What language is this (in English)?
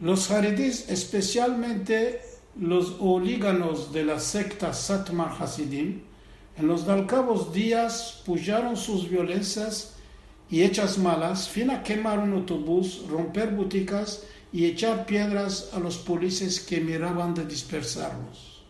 Ladino